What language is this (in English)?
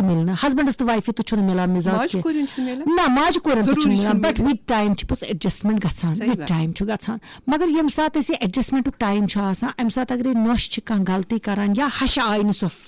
Kashmiri